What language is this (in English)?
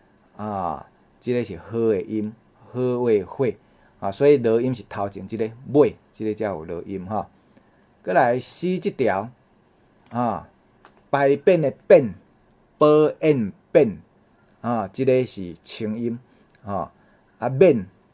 Min Nan Chinese